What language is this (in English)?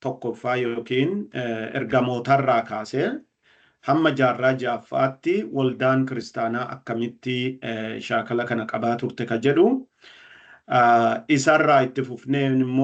Oromo